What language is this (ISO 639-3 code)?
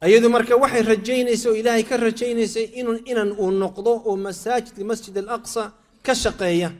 som